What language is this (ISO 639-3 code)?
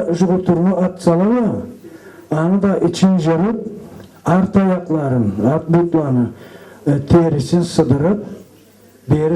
krc